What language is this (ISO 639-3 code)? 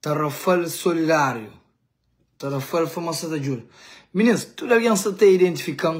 kea